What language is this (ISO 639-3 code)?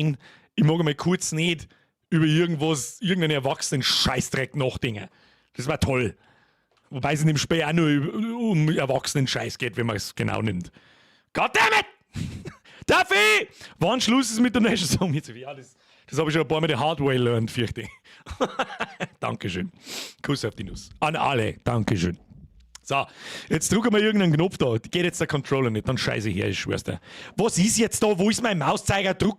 bar